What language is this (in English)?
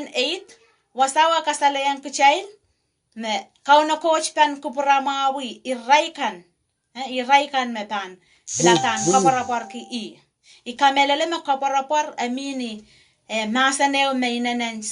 Pohnpeian